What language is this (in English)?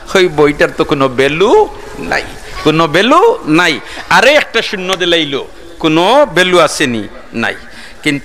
Sylheti